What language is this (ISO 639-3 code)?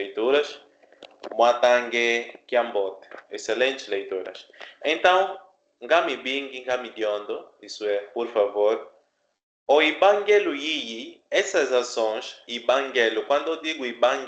kmb